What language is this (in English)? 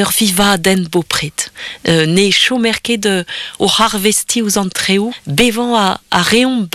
Breton